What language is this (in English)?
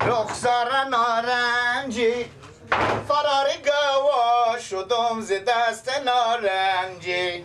Persian